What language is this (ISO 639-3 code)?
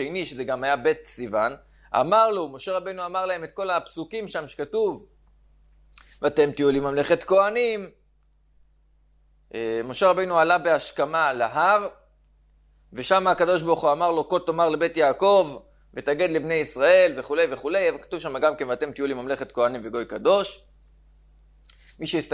heb